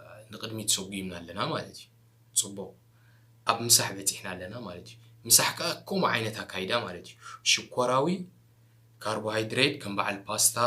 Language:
Tigrinya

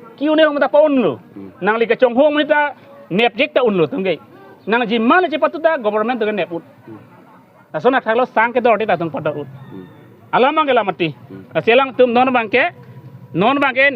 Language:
Karbi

